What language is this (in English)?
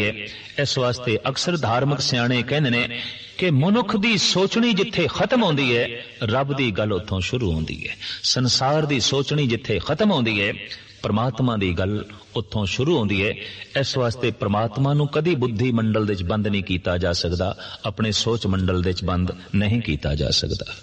Punjabi